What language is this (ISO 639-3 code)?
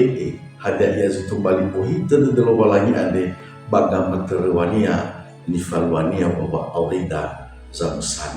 nia